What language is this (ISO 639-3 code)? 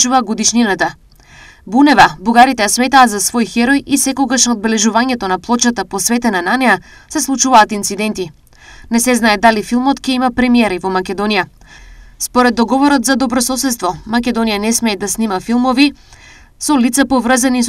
mkd